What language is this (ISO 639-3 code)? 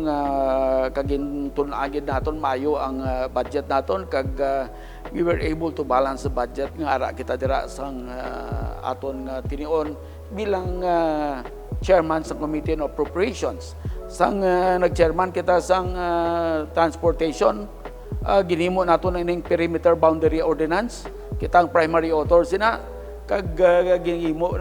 hil